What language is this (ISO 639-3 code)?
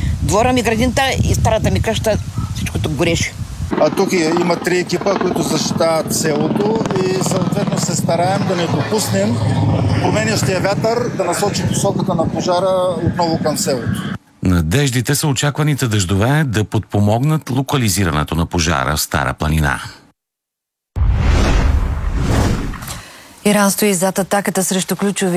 bul